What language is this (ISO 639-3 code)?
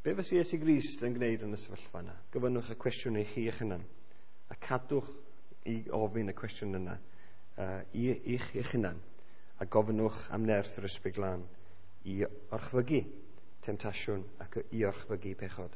cym